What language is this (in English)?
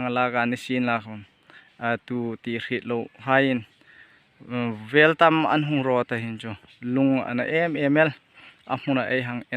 Hmar